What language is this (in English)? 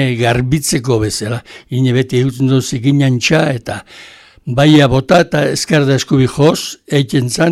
Basque